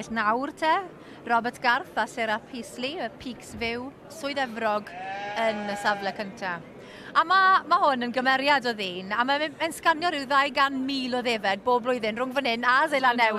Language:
Welsh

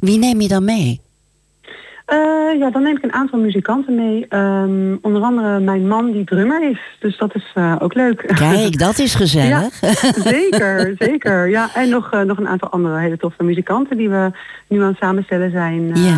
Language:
Dutch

